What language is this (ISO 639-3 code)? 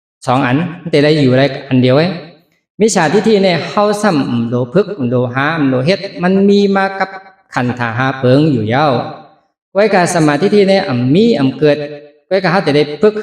shn